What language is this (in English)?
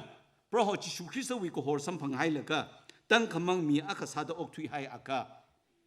Tangkhul Naga (India)